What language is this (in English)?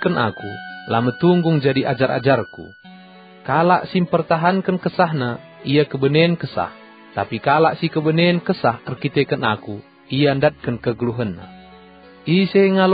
Batak Karo